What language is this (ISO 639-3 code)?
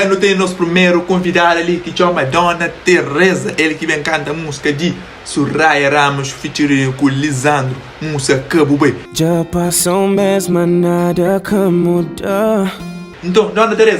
kea